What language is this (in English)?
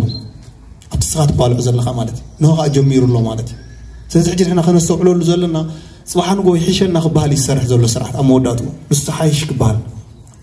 Tigrinya